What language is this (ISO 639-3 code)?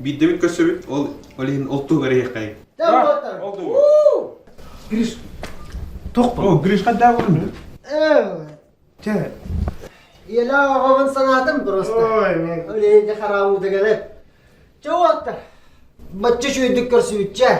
sah